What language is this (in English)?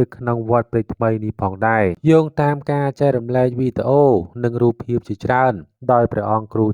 Khmer